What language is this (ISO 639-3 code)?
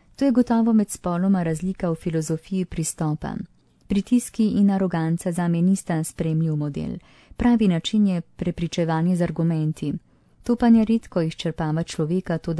slv